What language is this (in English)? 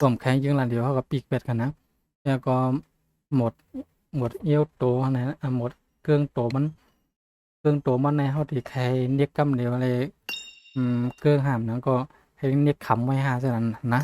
Shan